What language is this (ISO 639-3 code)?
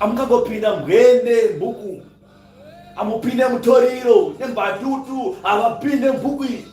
sna